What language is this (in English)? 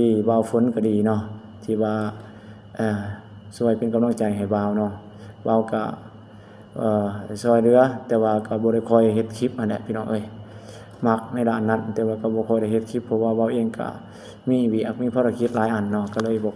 Lao